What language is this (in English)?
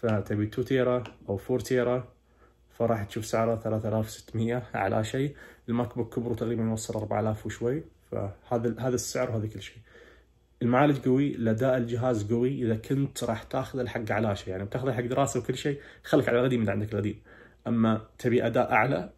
Najdi Arabic